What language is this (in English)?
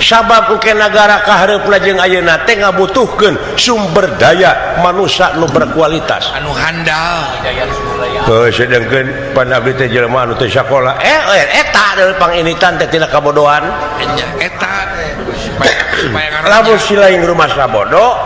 Sundanese